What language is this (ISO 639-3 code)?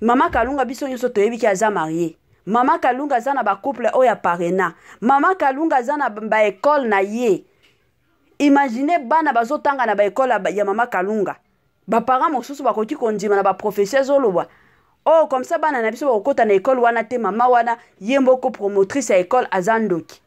lin